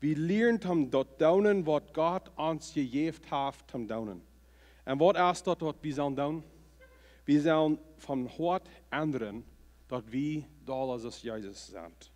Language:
Plautdietsch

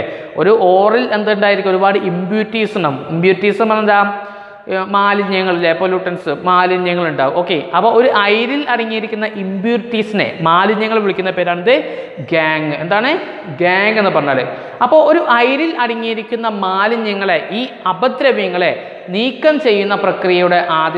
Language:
Malayalam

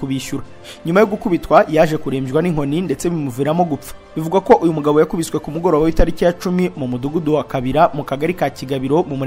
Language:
Kinyarwanda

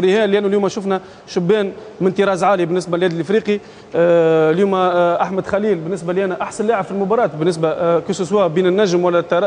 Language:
Tunisian Arabic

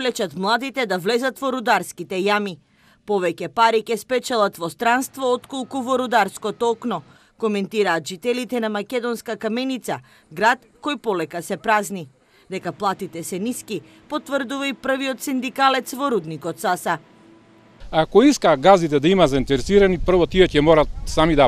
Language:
Macedonian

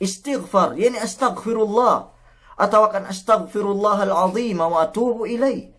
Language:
Yakan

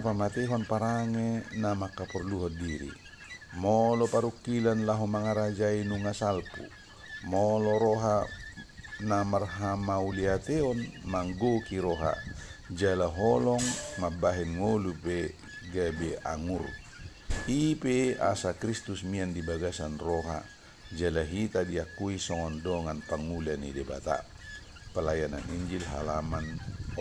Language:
Batak Toba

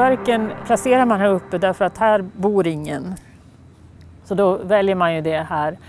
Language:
Swedish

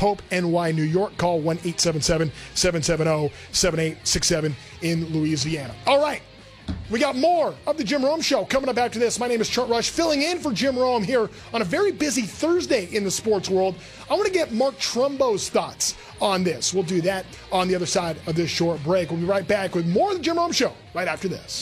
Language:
English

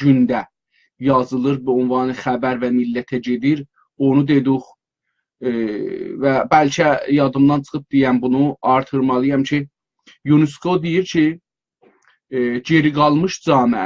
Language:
South Azerbaijani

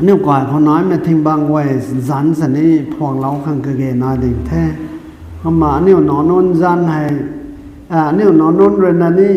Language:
Rongmei Naga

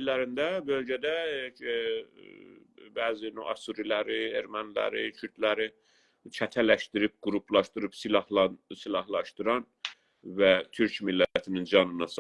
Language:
South Azerbaijani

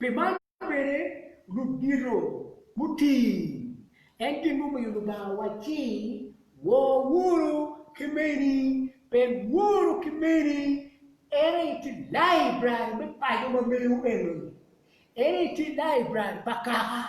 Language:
Acoli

